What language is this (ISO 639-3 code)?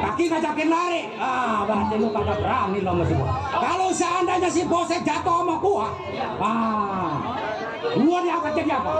bew